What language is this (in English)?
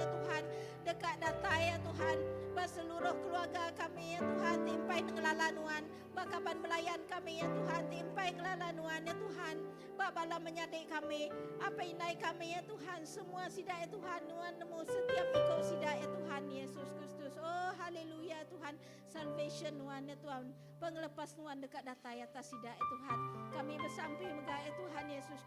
Iban